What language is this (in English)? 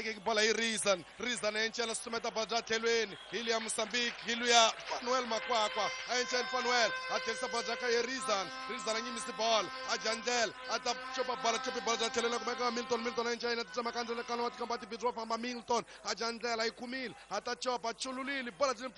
Tsonga